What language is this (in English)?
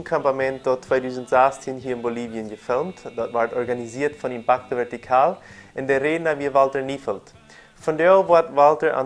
Plautdietsch